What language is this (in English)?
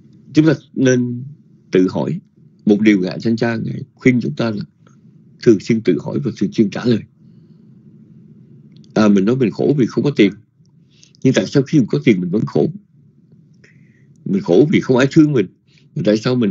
Vietnamese